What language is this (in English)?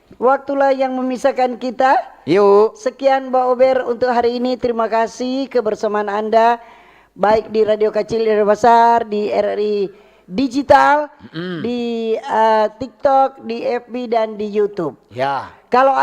Manado Malay